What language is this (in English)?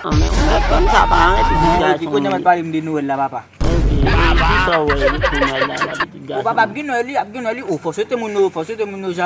Haitian Creole